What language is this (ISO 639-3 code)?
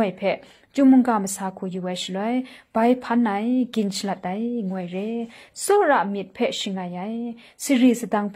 kac